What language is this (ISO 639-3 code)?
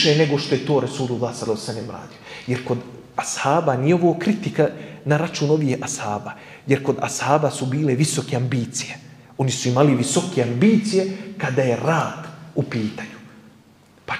bos